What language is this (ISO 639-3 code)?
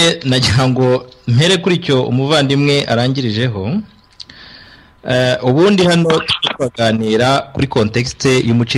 kin